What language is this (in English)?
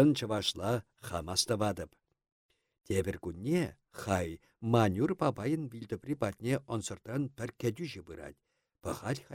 Chuvash